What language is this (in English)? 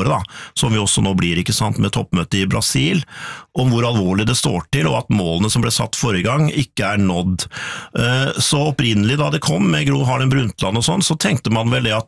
Norwegian